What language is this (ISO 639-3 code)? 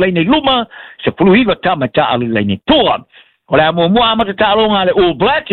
smo